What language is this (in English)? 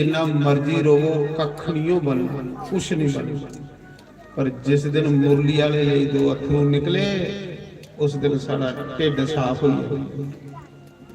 Dogri